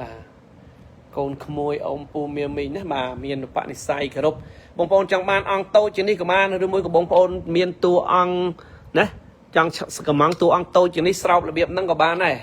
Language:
Khmer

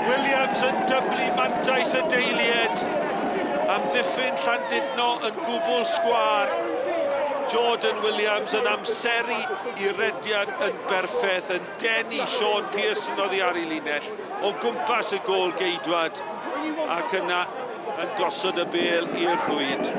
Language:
Welsh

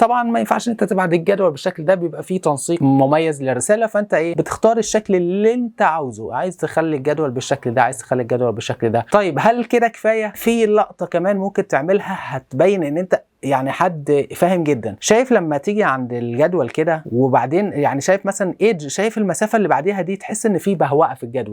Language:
Egyptian Arabic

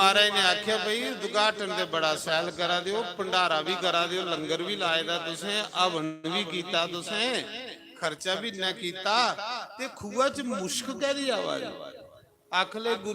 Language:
Dogri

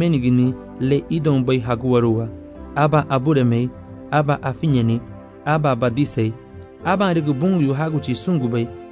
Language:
Garifuna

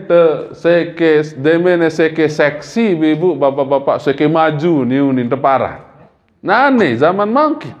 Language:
Sasak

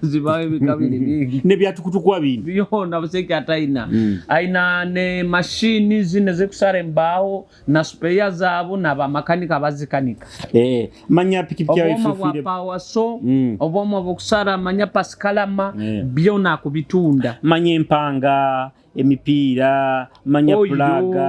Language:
Nyoro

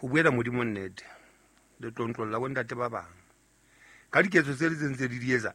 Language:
Southern Sotho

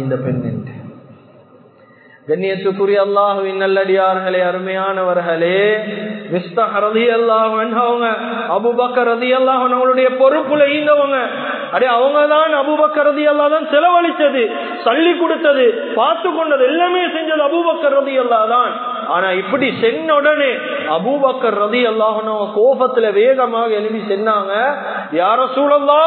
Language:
Tamil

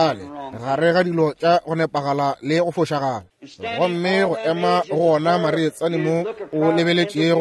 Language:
Northern Sotho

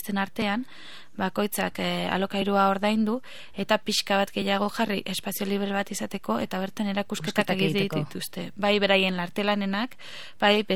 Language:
Basque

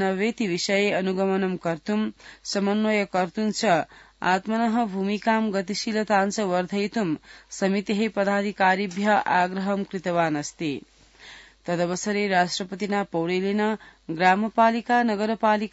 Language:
Sanskrit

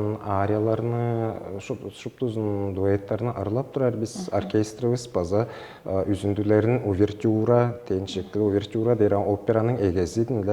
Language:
Tuvinian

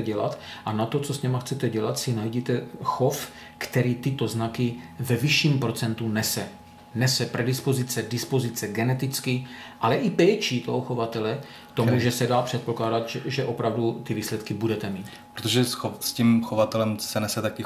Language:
Czech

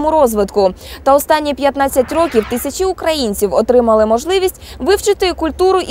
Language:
Ukrainian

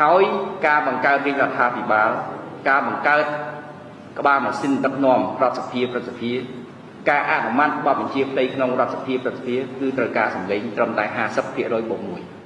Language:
Khmer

